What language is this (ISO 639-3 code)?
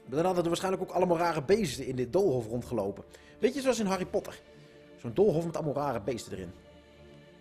nld